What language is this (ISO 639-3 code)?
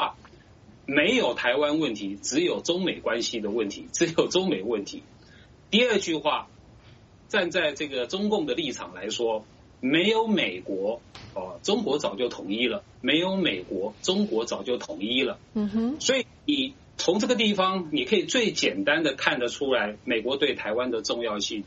zho